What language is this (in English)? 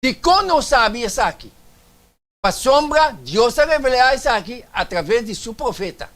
Papiamento